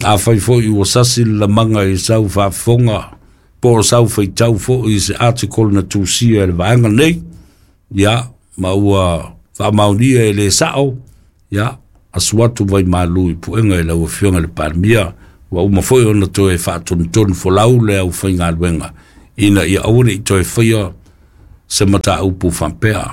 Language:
Samoan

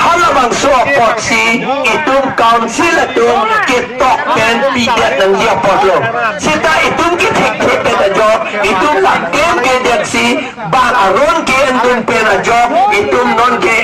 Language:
Karbi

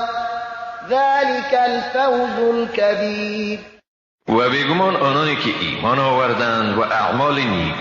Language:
Persian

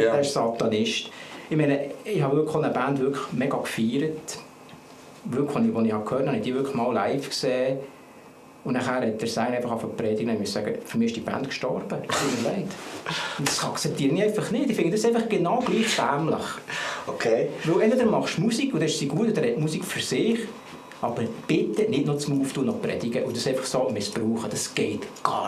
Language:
Swiss German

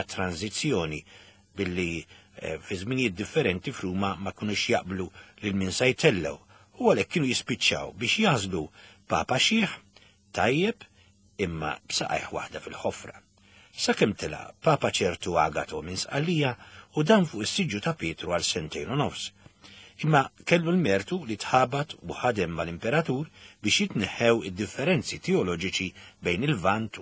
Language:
Maltese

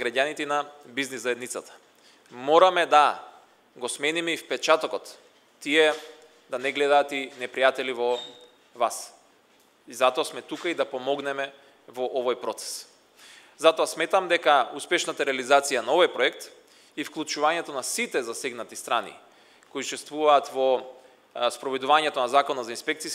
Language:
Macedonian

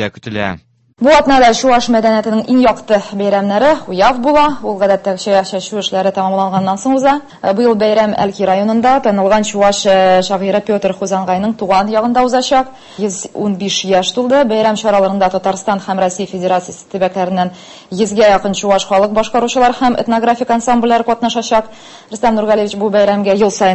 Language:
Tatar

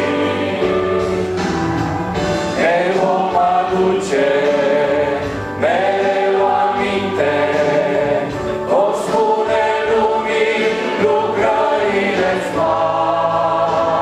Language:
Romanian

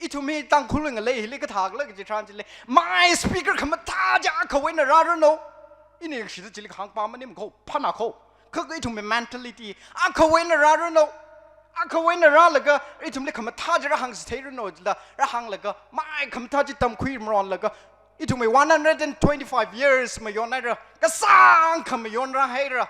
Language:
Tangkhul Naga (India)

